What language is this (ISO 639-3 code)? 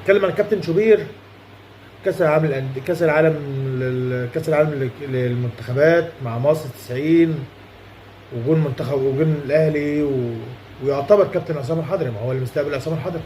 arz